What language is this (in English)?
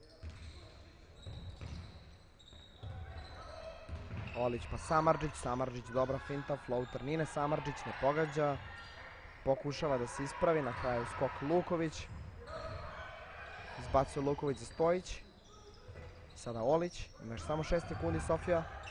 Serbian